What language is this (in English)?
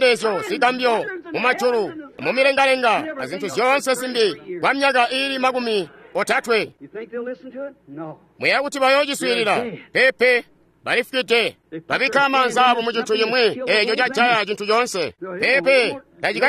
Tonga (Zambia)